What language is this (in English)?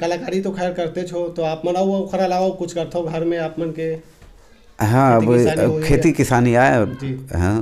Chhattisgarhi